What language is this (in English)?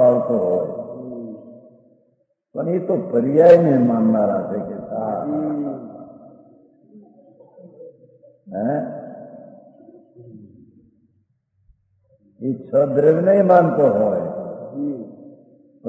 Gujarati